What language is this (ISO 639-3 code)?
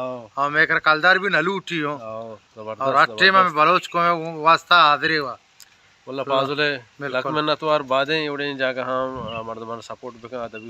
bal